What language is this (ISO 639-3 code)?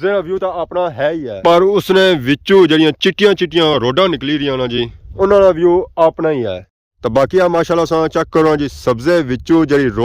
phr